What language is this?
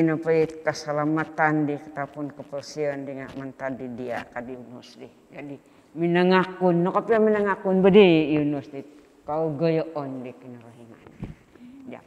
Central Dusun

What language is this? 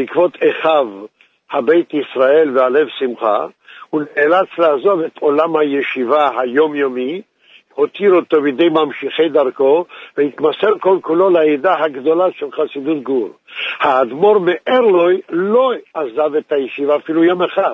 Hebrew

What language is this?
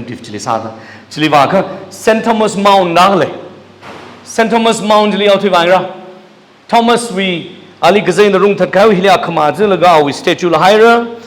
Tangkhul Naga (India)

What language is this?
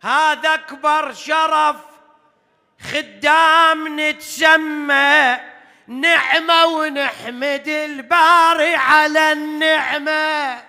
Mesopotamian Arabic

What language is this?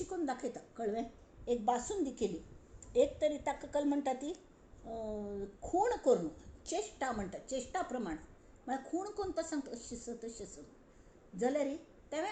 Konkani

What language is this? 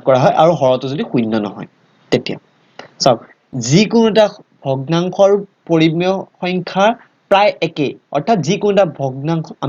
Assamese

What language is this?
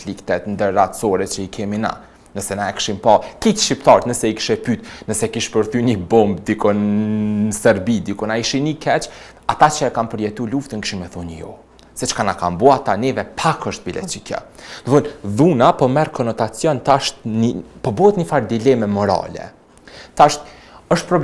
Albanian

